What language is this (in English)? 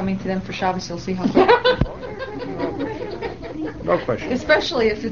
English